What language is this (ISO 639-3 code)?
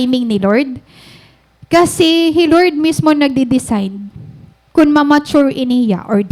war